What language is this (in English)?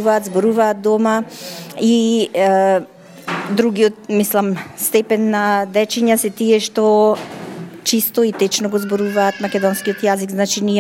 Macedonian